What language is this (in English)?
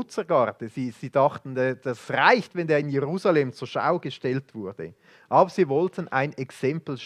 Swiss German